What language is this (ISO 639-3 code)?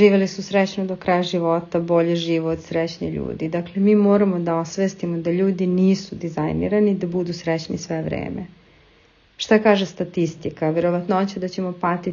srp